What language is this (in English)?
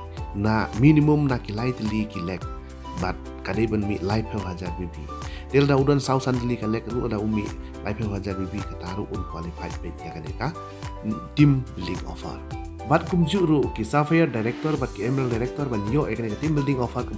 Khasi